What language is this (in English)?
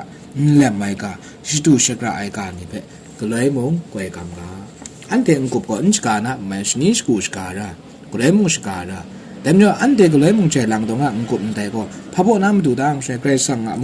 Kachin